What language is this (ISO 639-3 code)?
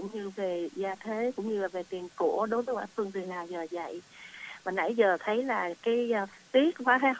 vie